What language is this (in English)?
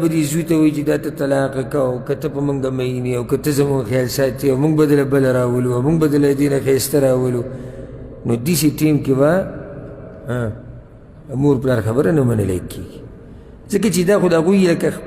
Pashto